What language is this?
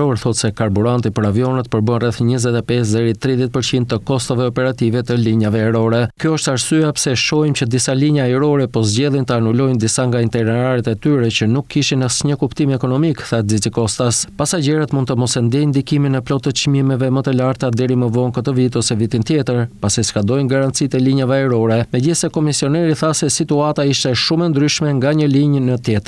Albanian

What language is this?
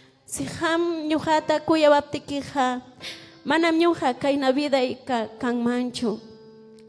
Ayacucho Quechua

